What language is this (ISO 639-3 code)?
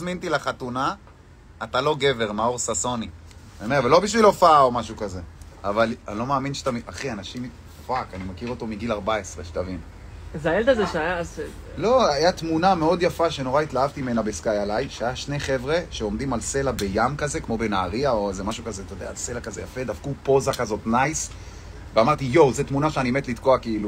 heb